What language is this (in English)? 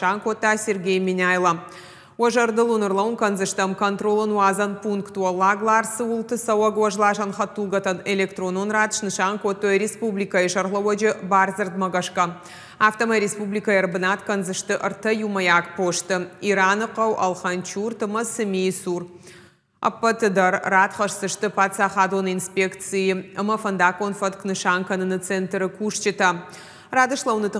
Ossetic